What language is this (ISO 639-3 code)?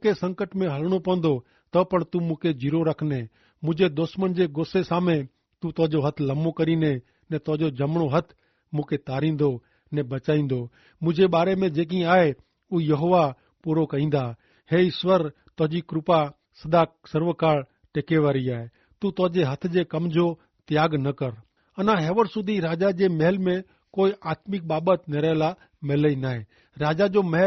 kfr